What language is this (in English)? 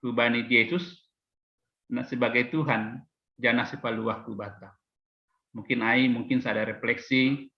Batak Simalungun